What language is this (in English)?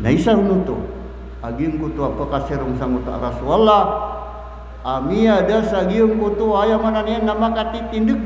Maranao